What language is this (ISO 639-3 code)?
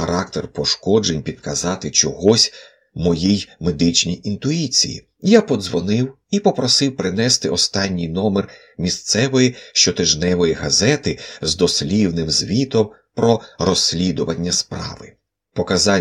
ukr